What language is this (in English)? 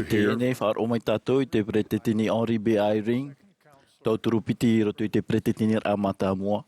Tahitian